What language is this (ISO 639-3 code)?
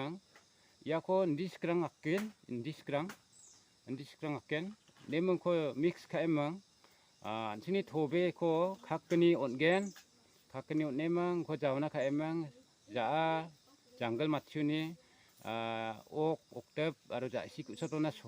grt